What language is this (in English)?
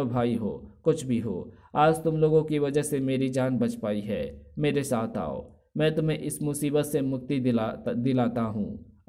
Hindi